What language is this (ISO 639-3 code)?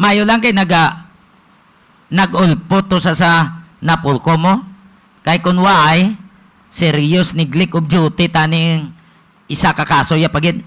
hil